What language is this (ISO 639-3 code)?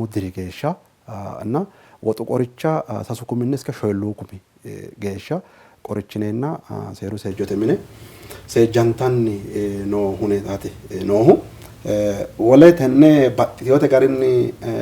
sid